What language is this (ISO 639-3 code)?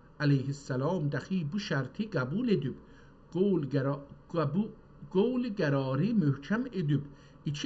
azb